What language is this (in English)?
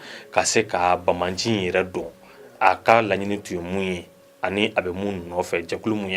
Bambara